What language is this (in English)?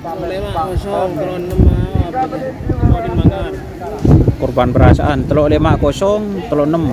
Madurese